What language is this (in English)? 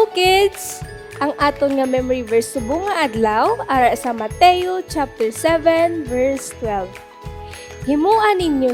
Hiligaynon